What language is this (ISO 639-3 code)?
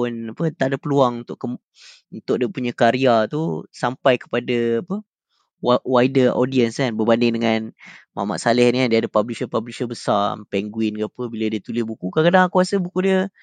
msa